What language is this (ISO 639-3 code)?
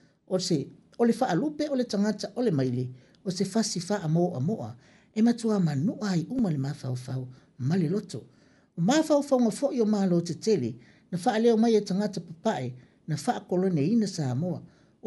smo